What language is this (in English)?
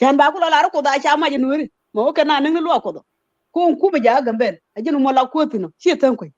Nuer